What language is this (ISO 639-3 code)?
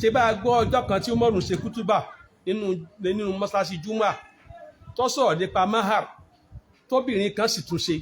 yor